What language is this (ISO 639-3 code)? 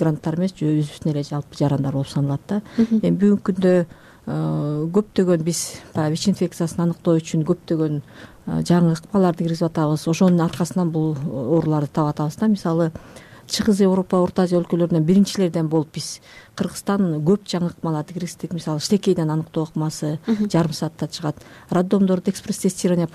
kir